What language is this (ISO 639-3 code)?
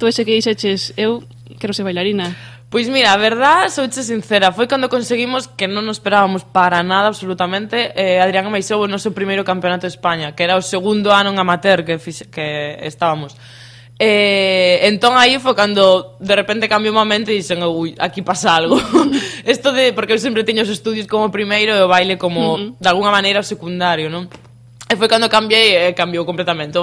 glg